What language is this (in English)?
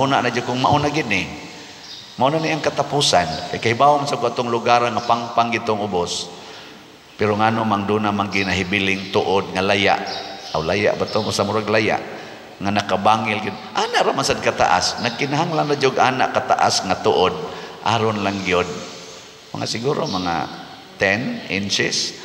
Cebuano